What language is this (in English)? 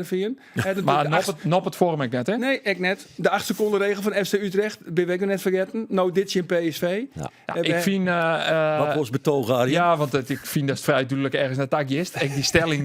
Western Frisian